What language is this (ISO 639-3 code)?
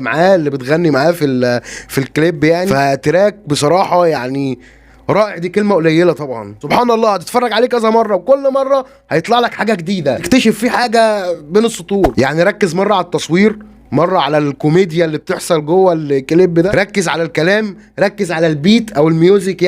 arz